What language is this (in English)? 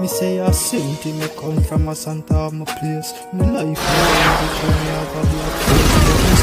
Jamaican Creole English